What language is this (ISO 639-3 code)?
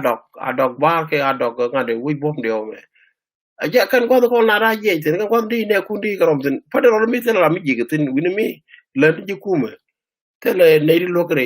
nus